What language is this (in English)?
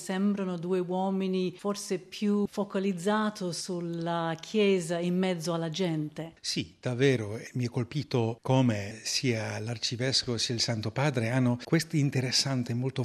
Italian